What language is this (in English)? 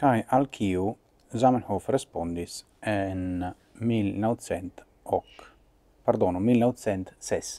Esperanto